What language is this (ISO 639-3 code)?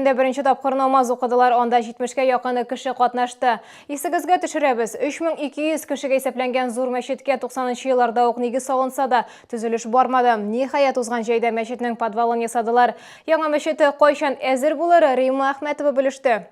tat